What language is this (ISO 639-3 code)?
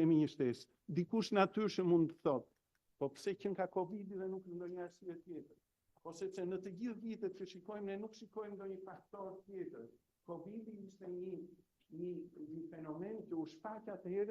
sqi